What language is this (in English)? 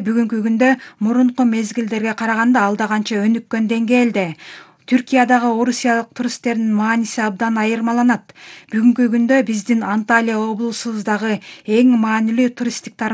Kyrgyz